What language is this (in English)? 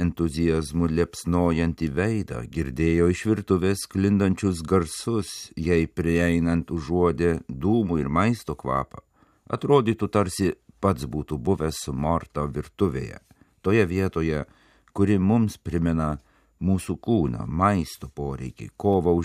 Lithuanian